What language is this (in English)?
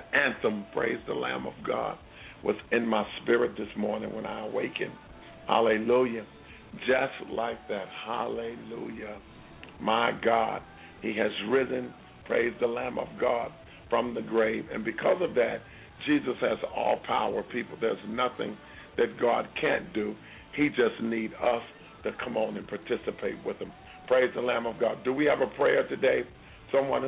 English